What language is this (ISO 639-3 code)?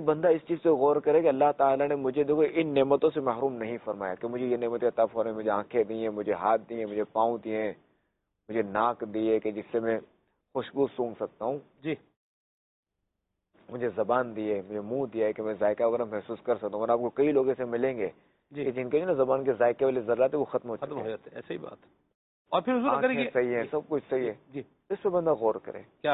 urd